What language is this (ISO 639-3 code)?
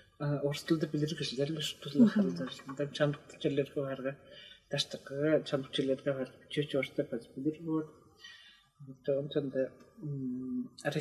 tyv